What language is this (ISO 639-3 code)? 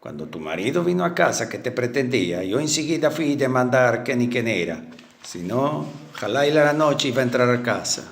lad